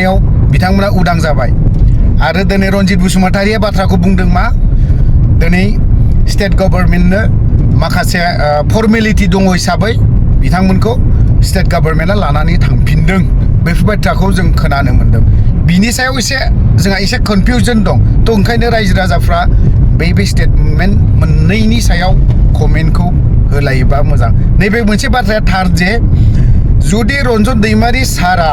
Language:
Bodo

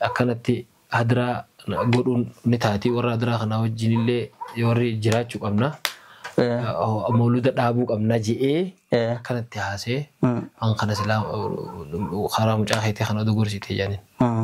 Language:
Oromo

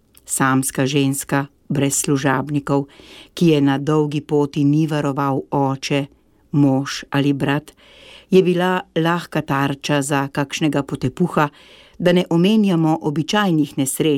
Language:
Slovenian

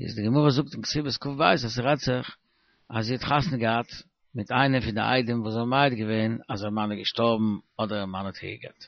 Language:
Yiddish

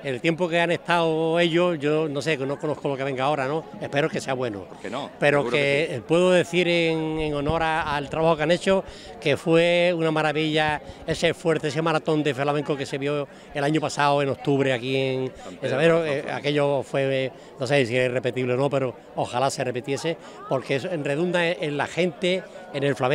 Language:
Spanish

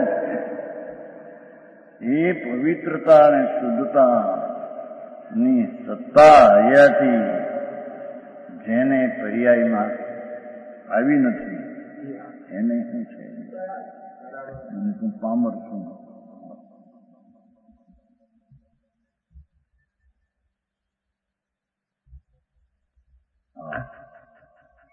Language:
Gujarati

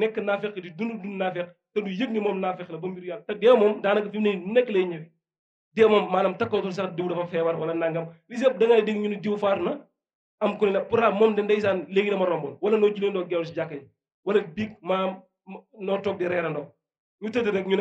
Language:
Wolof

